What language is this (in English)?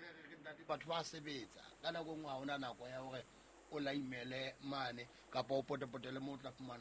Southern Sotho